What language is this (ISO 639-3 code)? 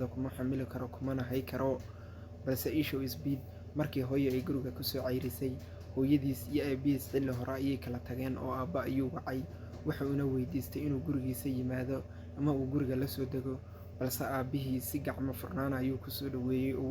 som